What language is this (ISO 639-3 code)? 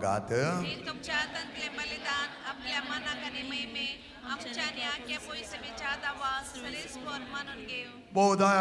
kok